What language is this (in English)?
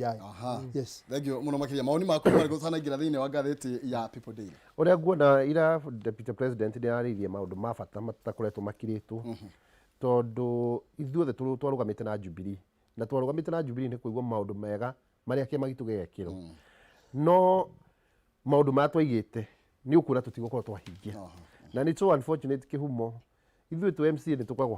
Kikuyu